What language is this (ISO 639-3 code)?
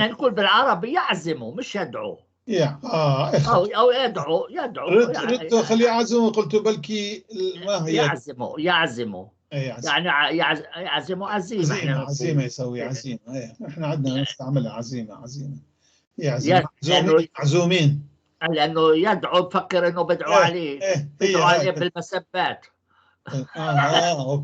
apc